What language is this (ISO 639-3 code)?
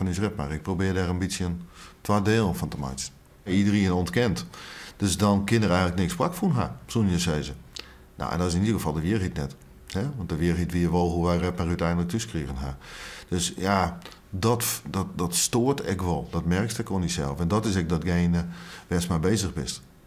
fry